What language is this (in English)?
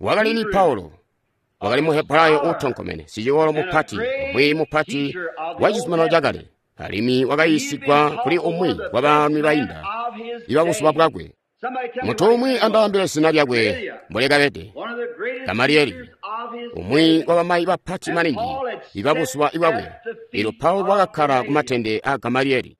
Tonga (Zambia)